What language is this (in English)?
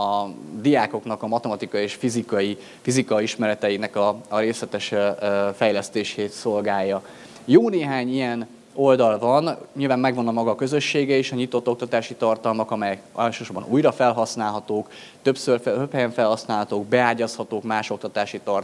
Hungarian